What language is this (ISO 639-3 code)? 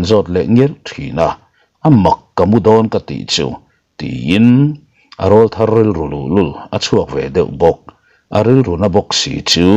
lus